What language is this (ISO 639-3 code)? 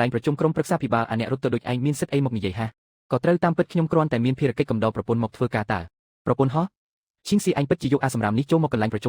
khm